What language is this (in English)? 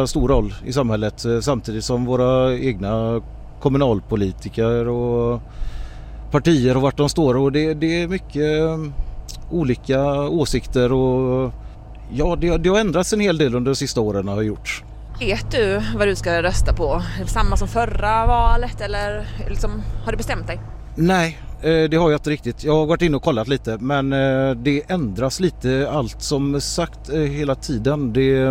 Swedish